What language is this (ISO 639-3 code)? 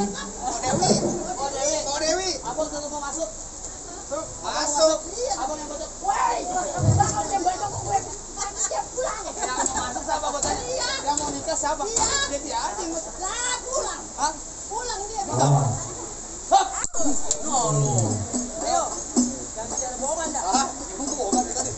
bew